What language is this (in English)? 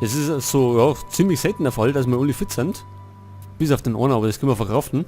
Bavarian